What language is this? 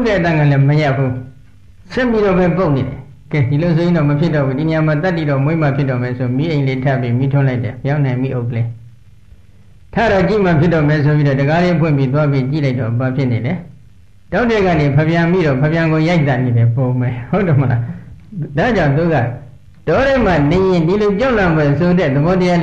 Burmese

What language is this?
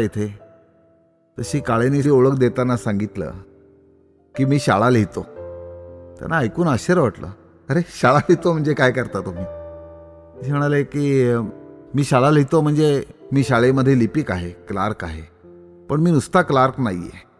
Marathi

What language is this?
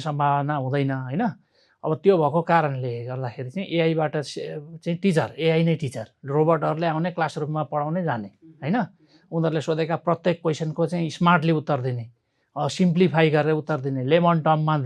Nepali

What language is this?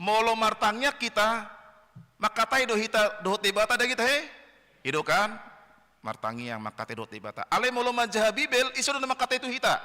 Batak Toba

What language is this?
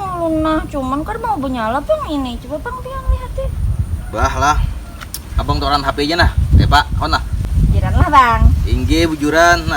Banjar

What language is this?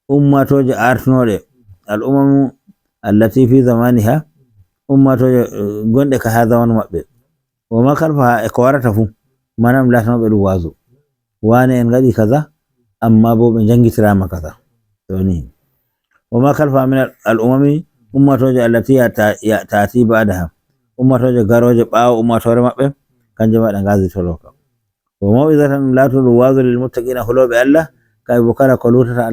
Nigerian Fulfulde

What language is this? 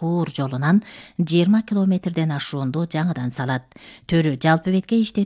Kyrgyz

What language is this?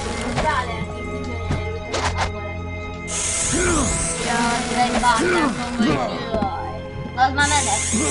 Hungarian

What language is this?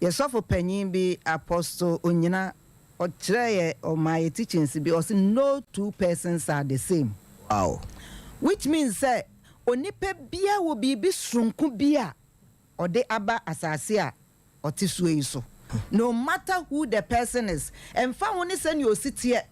Akan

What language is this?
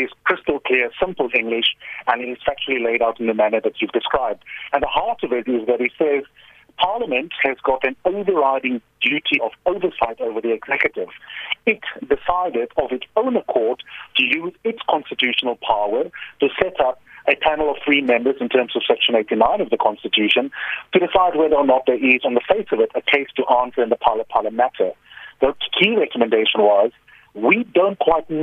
English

